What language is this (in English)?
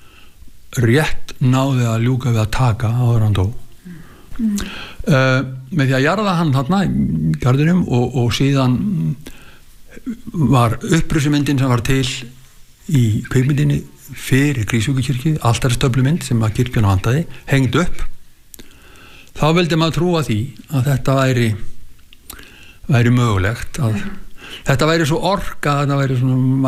Icelandic